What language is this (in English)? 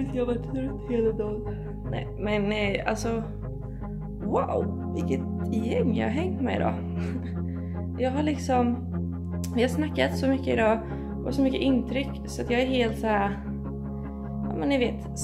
Swedish